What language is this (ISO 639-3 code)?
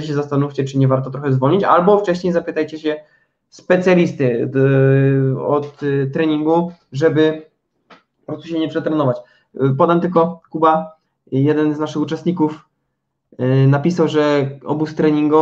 pol